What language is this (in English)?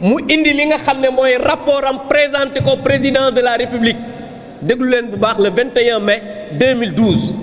Wolof